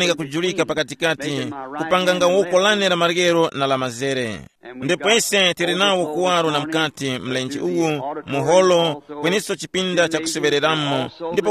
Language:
Tumbuka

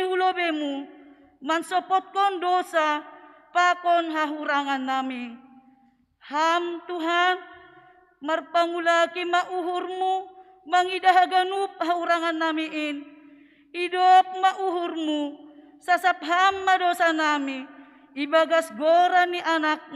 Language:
Batak Simalungun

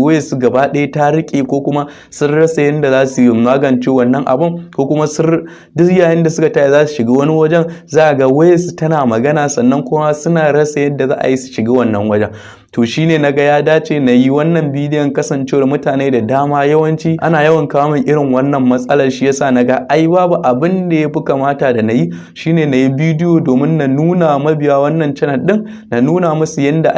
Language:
Hausa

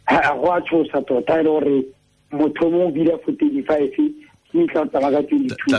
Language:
Tswana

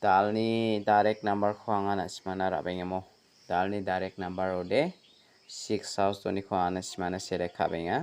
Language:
Garo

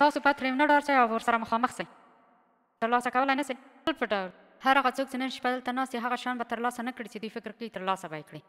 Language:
Pashto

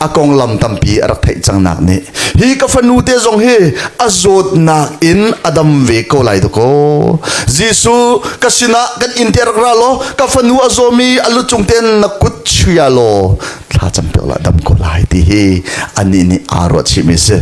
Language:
Hakha Chin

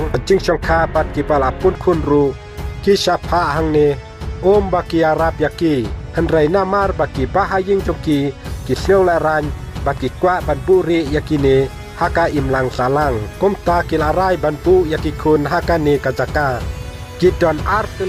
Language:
Khasi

